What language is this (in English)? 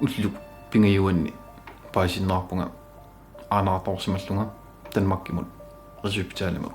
Kalaallisut